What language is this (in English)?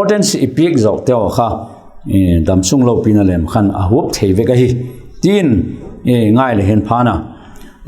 Vaiphei